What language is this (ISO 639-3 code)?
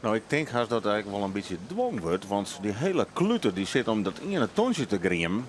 fry